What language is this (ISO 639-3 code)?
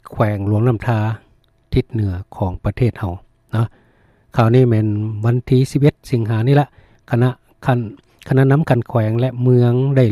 lao